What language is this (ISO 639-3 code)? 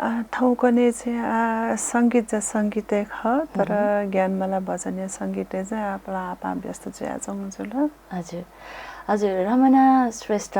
new